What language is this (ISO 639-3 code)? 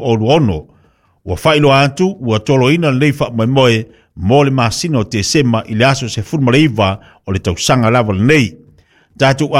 smo